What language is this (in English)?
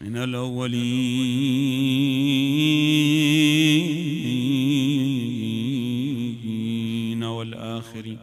Mesopotamian Arabic